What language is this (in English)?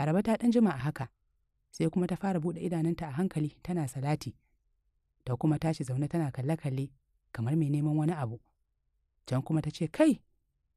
Hausa